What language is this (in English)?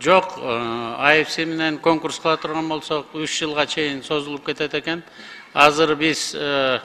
Kyrgyz